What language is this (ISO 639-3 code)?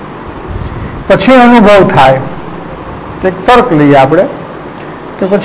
guj